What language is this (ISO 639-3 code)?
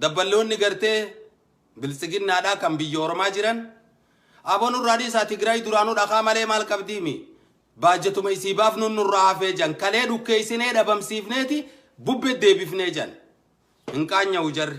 orm